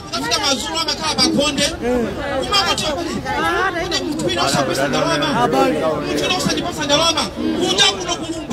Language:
Nyanja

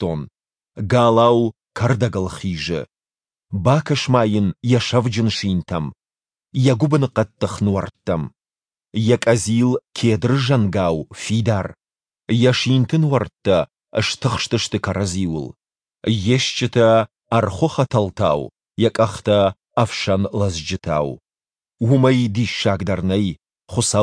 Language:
Ossetic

